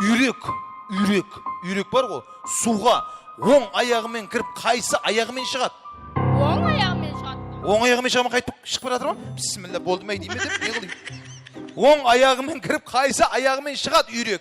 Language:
Kara-Kalpak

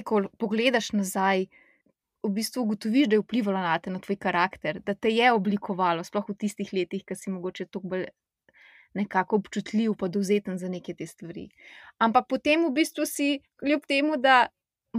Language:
Slovenian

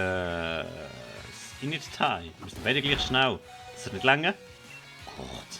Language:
Swiss German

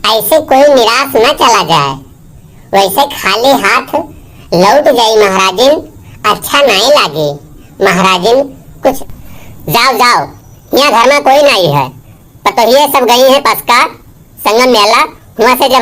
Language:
Awadhi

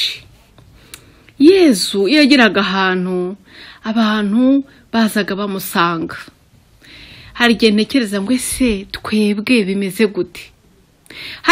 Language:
Kinyarwanda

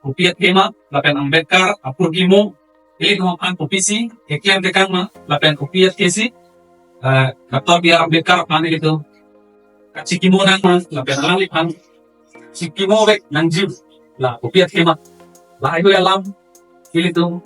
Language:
Karbi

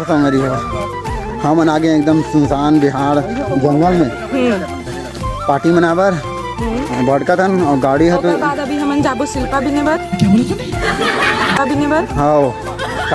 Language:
Chhattisgarhi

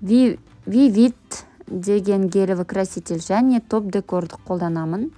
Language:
Kazakh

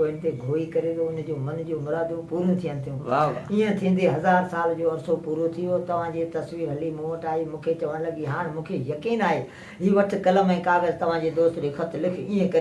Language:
Sindhi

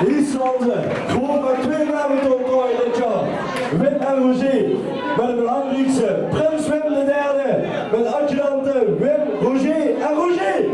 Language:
Limburgish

